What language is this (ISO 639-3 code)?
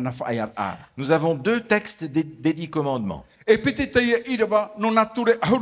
tah